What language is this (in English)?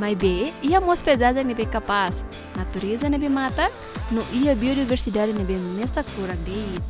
Tetum